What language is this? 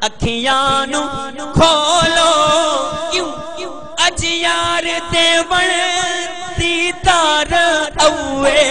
Saraiki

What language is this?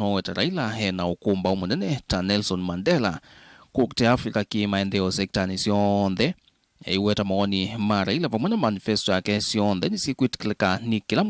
Kamba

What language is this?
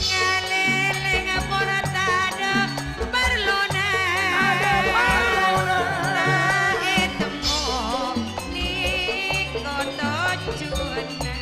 Madurese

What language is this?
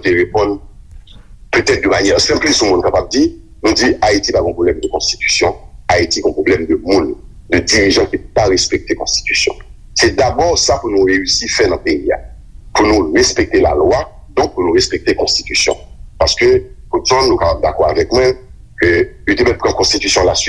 Haitian Creole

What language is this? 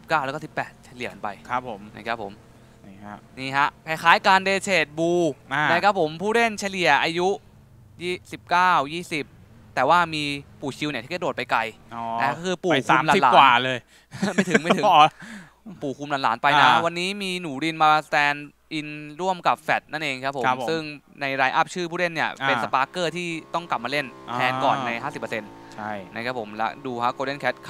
Thai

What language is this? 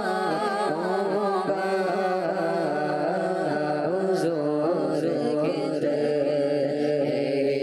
Hindi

